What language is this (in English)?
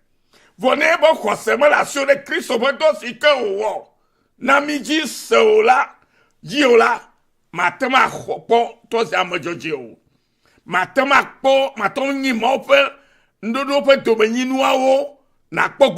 Ewe